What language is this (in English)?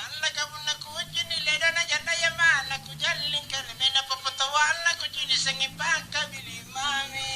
Makasar